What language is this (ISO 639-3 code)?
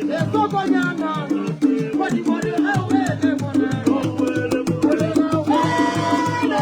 nso